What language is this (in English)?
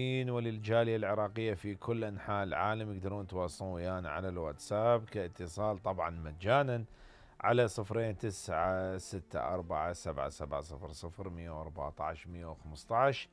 Mesopotamian Arabic